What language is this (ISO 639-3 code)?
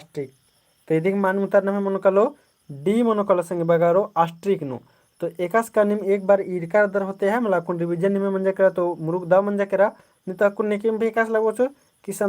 kru